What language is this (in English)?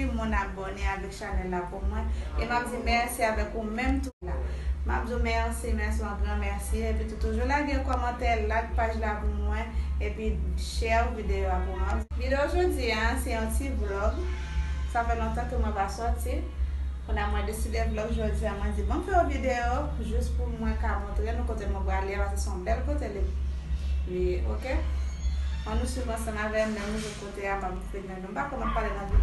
Haitian Creole